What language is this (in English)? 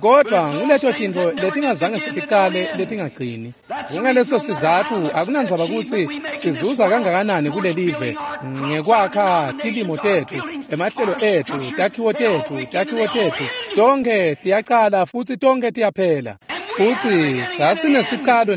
Swati